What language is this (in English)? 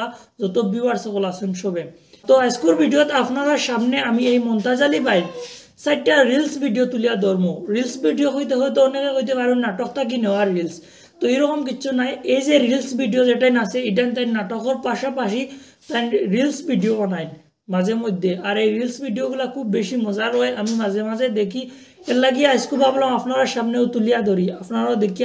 Sylheti